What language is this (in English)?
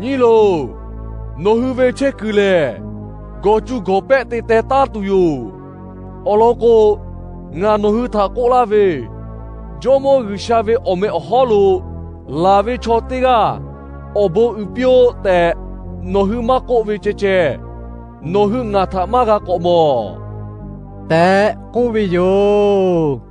Lahu